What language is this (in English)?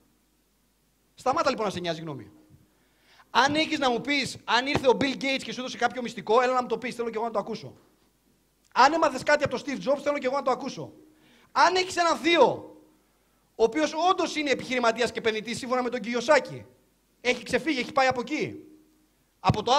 Greek